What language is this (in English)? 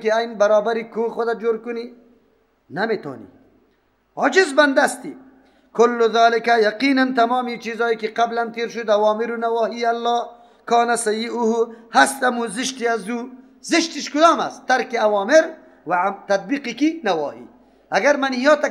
Persian